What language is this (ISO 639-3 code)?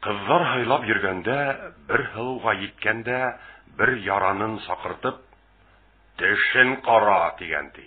bak